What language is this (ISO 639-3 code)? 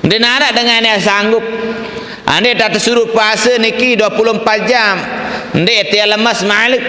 sas